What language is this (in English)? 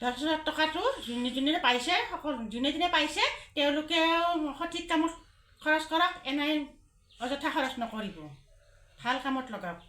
Assamese